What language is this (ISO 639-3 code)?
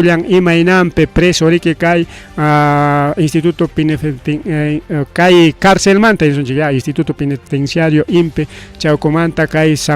quy